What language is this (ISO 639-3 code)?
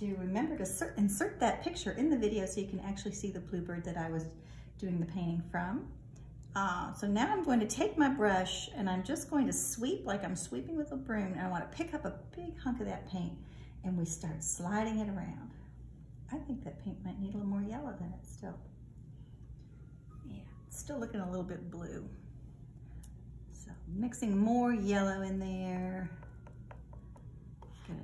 eng